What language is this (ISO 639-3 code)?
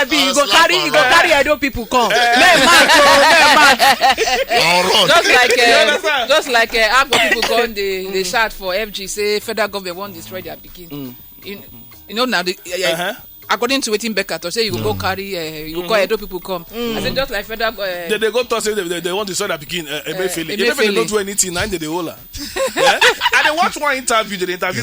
pcm